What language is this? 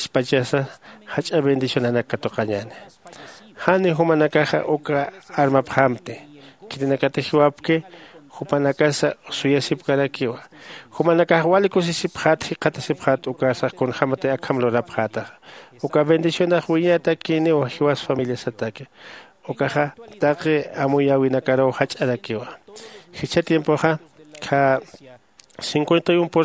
Aymara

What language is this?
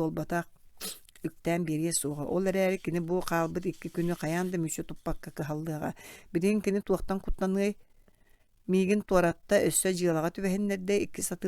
Yakut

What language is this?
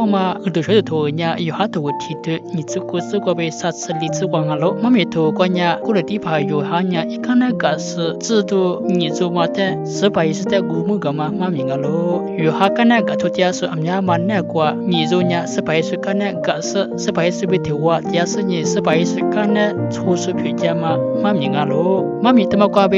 Lisu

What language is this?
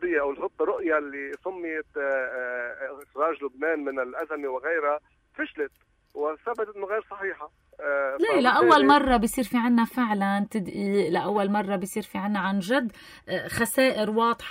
North Levantine Arabic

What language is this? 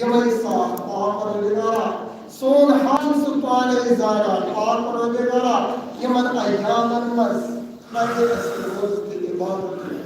Kashmiri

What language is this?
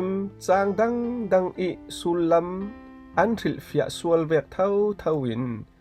Falam Chin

